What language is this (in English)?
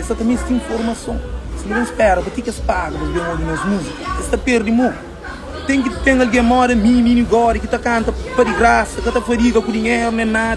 Kabuverdianu